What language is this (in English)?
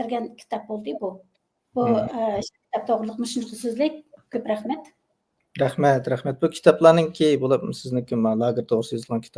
Uyghur